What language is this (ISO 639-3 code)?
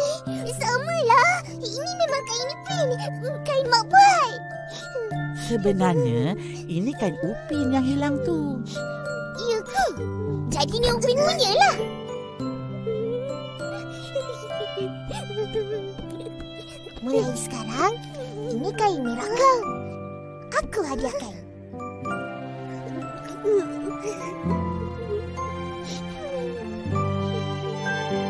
msa